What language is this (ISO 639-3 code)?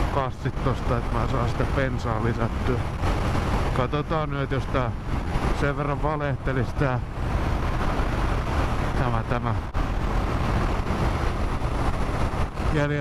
fin